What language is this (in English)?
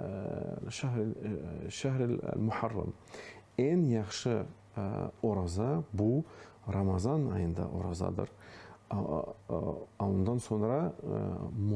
Crimean Tatar